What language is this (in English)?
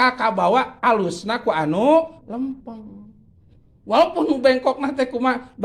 Sundanese